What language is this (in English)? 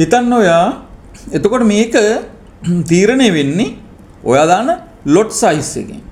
Sinhala